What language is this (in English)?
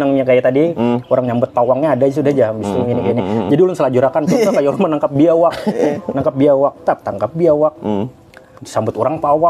Banjar